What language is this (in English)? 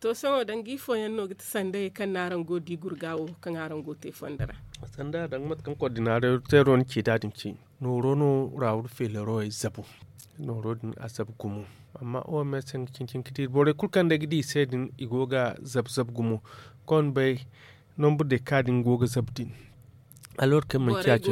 Zarma